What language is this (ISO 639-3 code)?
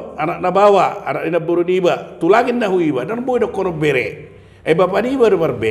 bbc